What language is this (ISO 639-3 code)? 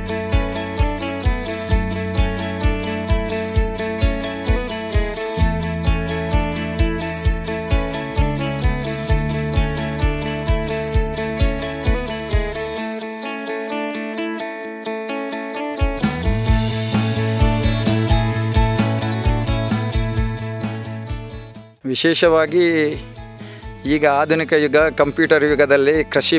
kan